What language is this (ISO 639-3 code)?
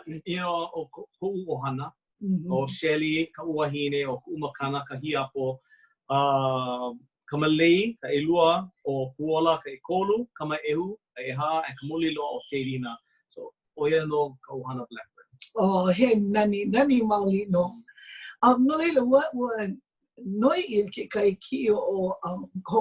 haw